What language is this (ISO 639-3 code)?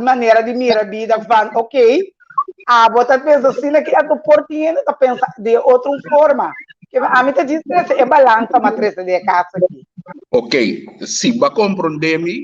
pap